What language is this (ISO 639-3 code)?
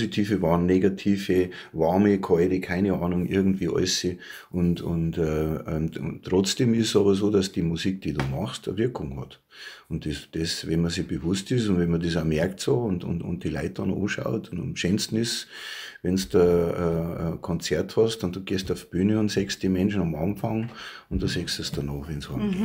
bar